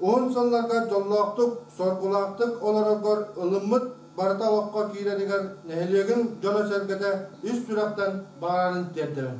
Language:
Yakut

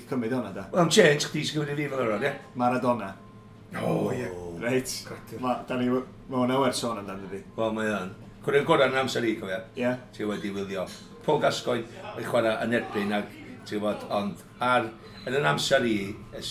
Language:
Welsh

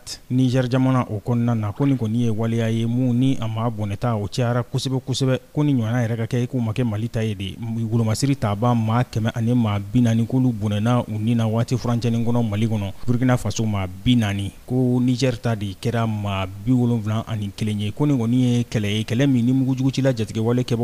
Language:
Bambara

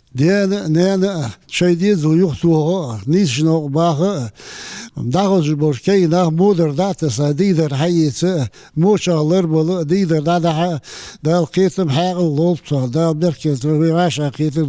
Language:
Ingush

